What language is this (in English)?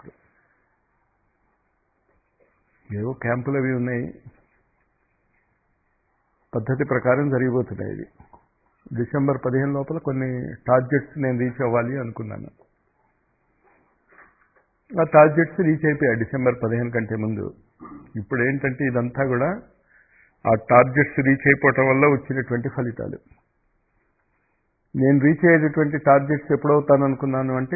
Telugu